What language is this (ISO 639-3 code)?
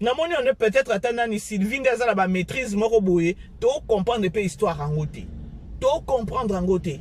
lin